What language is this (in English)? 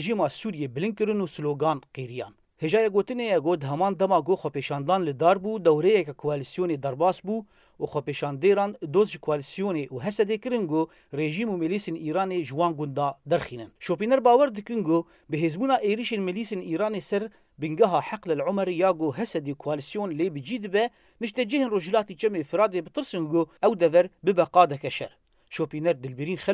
Kurdish